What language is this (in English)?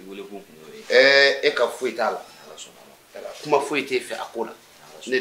Bambara